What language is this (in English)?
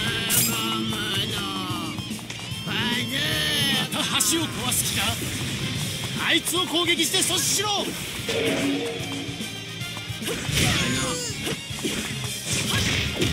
Japanese